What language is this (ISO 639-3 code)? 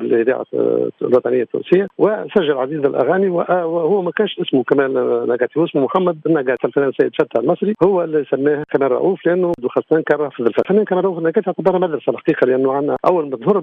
aeb